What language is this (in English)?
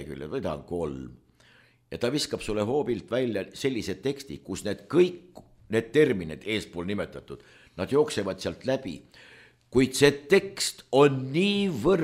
Estonian